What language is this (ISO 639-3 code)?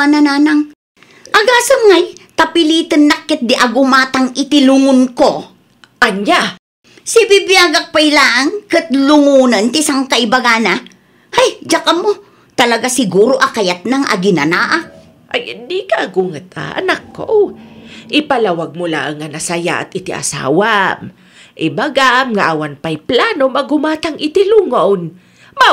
ilo